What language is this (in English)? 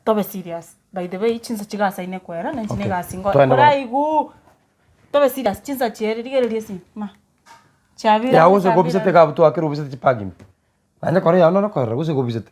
Gusii